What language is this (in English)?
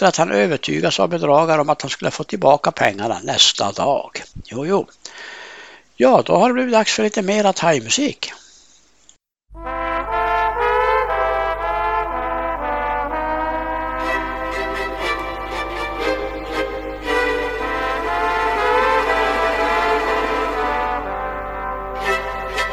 Swedish